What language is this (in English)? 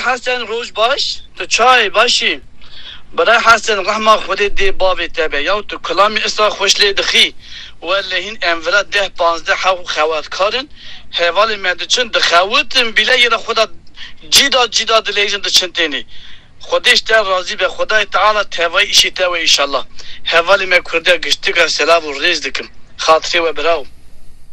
Kurdish